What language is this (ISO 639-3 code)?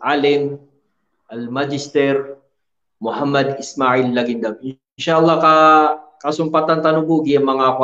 mrw